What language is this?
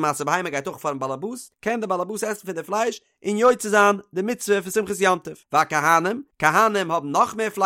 Yiddish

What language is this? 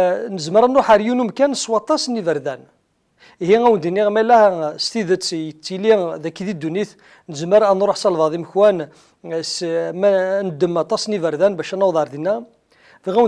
Kabyle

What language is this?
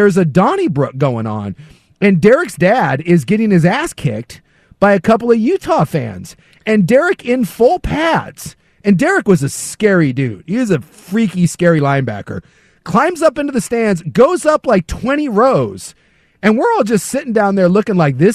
English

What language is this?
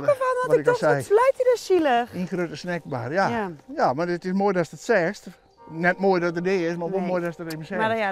Western Frisian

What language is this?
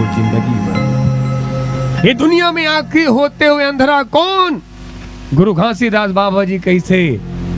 Chhattisgarhi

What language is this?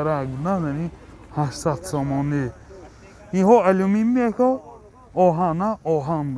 Tajik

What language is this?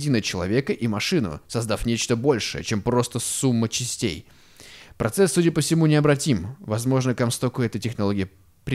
Russian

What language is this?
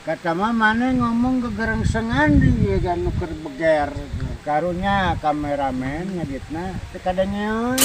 Sundanese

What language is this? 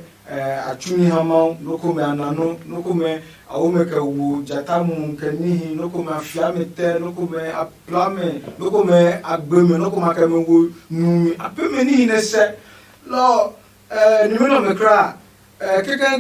Adangme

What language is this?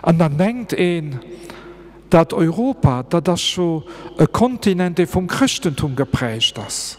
Luxembourgish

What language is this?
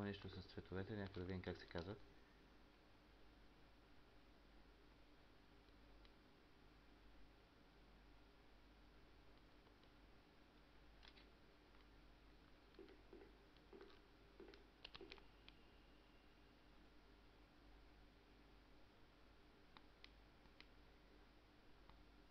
Bulgarian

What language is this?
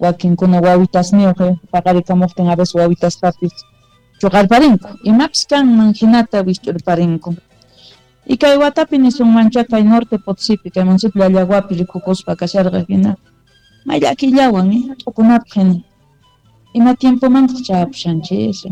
South Bolivian Quechua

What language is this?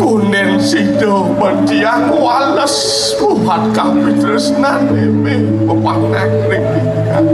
Balinese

